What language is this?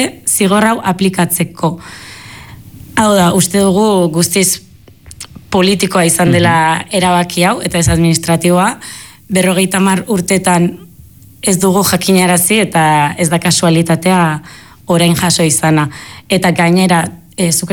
Basque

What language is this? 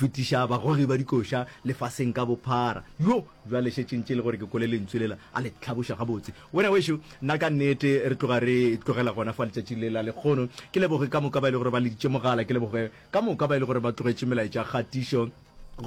Northern Sotho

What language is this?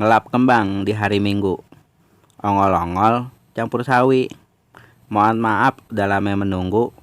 Betawi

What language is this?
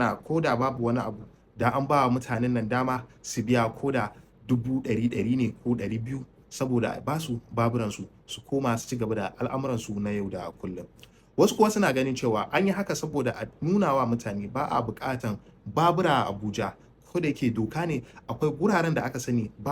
Hausa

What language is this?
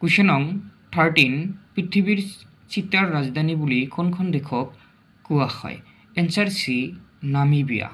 Assamese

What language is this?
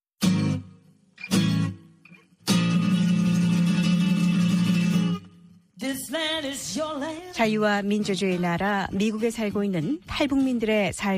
Korean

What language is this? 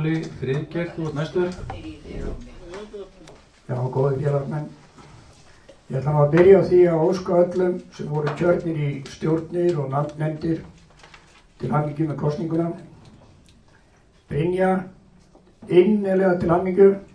Icelandic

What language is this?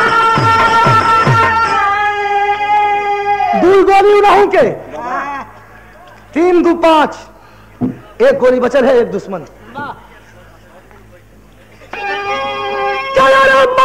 Bhojpuri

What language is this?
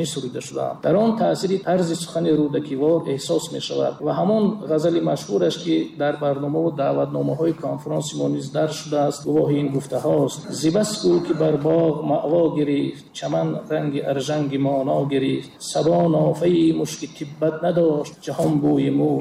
Tajik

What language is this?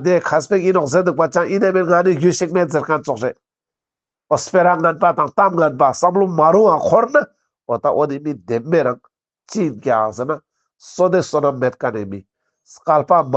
Ladakhi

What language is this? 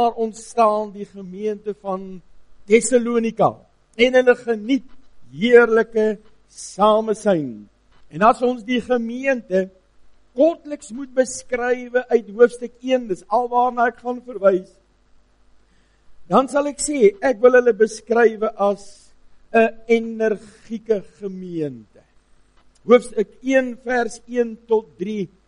Afrikaans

